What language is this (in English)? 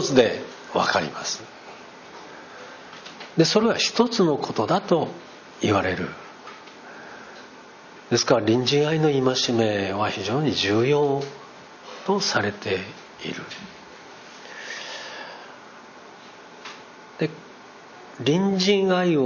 Japanese